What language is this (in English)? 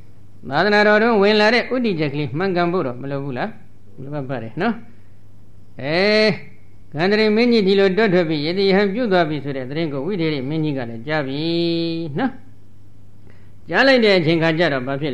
Burmese